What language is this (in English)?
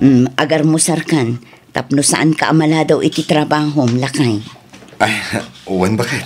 Iloko